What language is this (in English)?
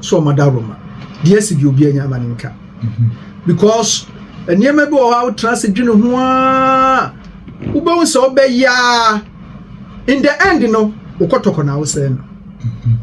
Akan